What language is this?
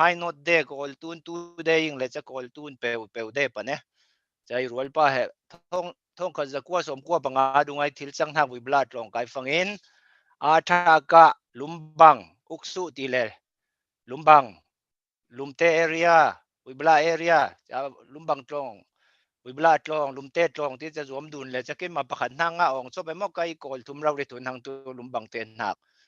Falam Chin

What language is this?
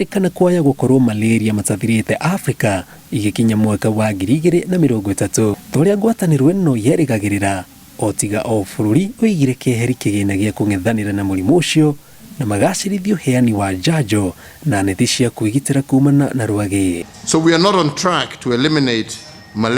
Kikuyu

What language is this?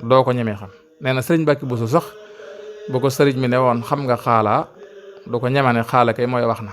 Wolof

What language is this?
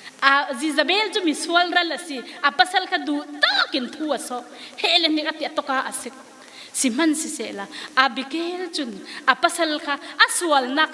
Falam Chin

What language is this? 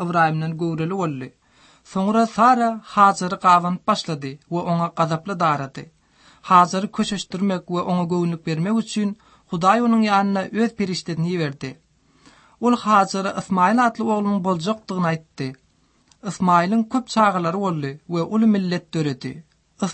Kyrgyz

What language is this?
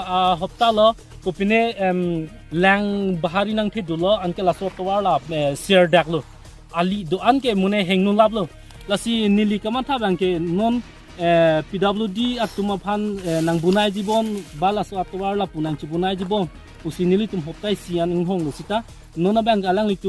Karbi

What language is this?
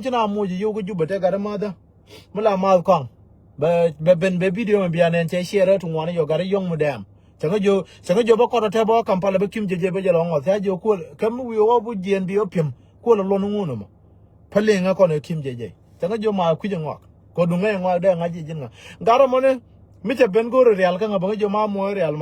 Nuer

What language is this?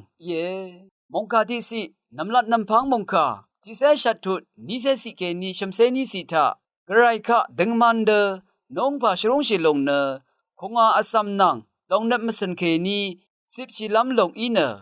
Rawang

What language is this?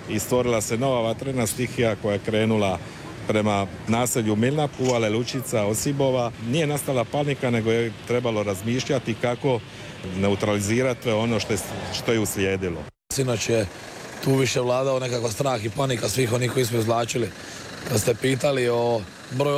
Croatian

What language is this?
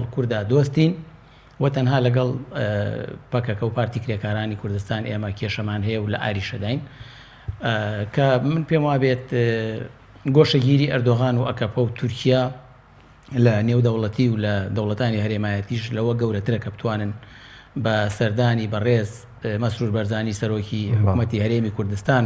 Central Kurdish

